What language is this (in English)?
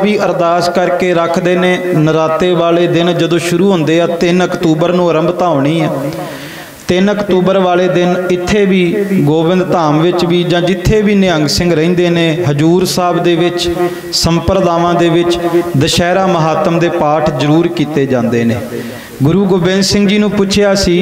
Punjabi